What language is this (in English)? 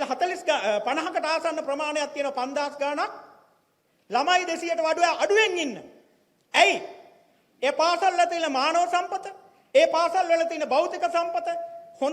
Sinhala